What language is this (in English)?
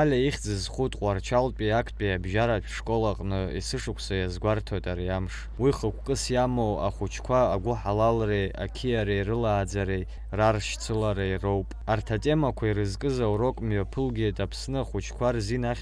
Abkhazian